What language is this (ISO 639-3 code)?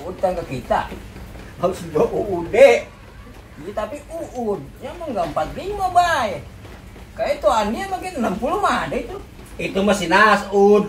bew